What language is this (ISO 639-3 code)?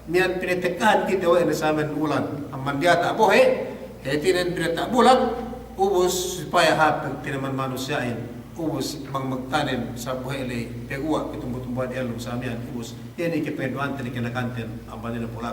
yka